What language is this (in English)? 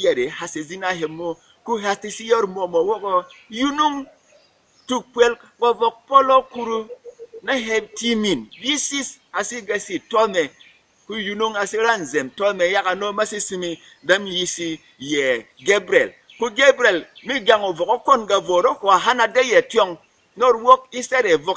Berom